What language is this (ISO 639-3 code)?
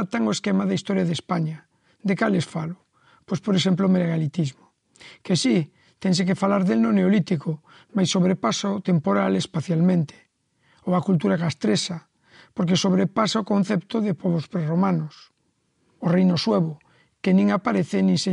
glg